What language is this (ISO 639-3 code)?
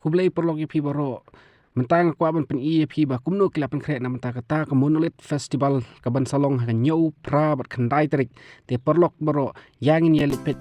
kha